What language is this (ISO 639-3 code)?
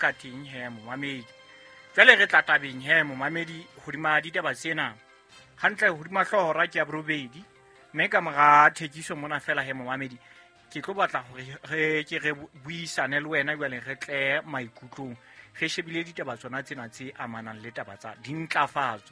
sot